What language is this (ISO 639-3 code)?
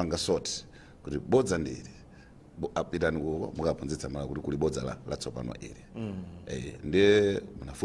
nya